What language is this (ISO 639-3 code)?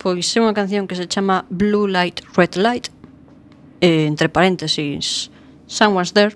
glg